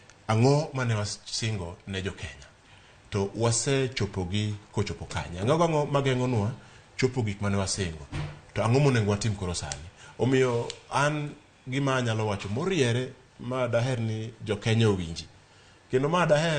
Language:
Luo (Kenya and Tanzania)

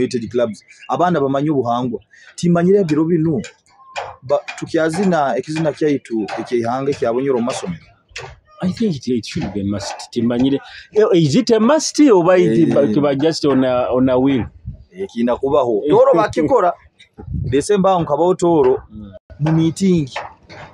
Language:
Nyoro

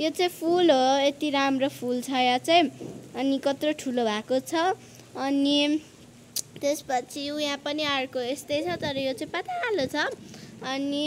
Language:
Nepali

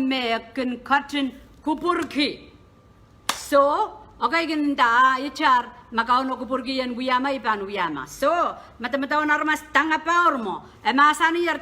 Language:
Pohnpeian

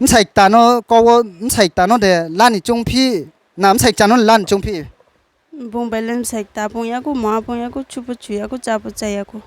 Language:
Riang (India)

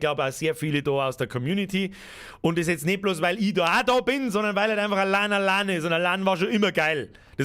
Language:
Bavarian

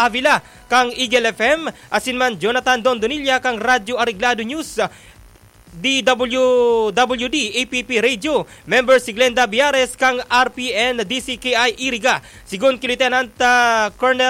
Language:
Bikol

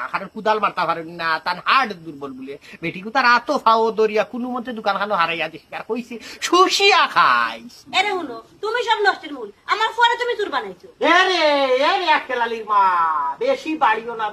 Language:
Sylheti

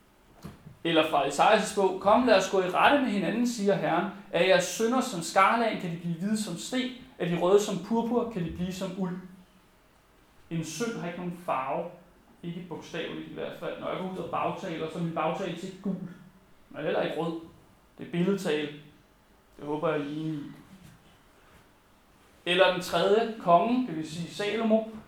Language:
Danish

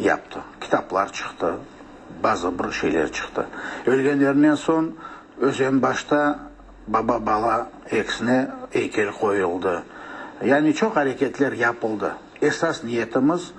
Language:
Crimean Tatar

